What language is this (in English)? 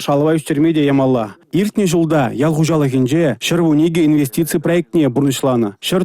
Chuvash